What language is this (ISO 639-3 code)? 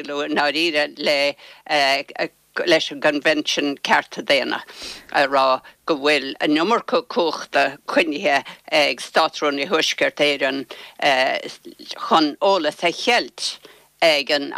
gle